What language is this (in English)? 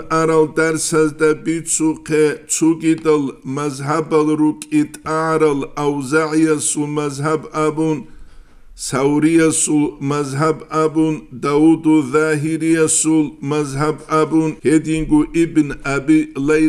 Avaric